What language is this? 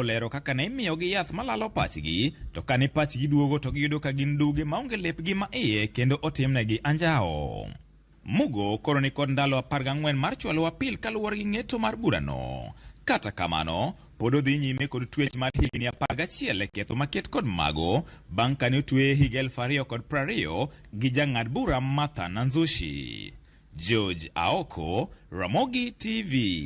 Luo (Kenya and Tanzania)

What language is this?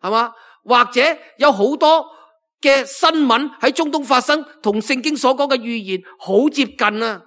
Cantonese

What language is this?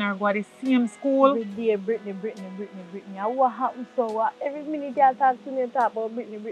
Jamaican Creole English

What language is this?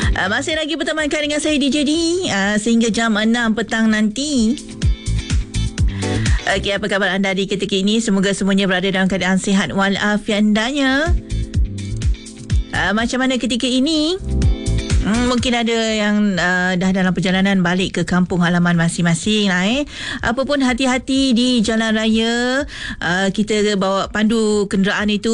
Malay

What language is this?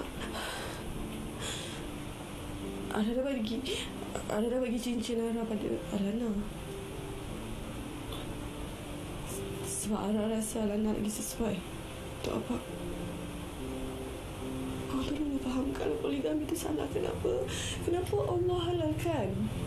Malay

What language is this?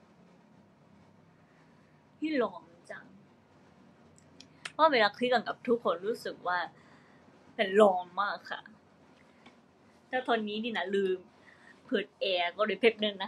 Thai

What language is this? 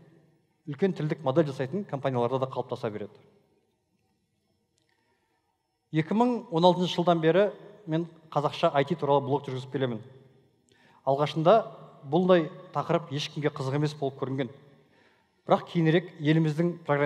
Kazakh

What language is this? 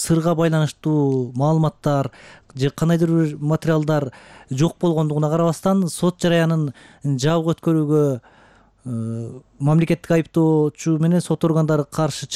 Kyrgyz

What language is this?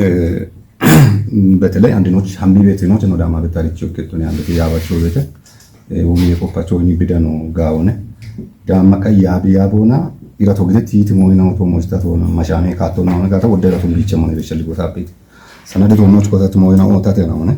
Kafa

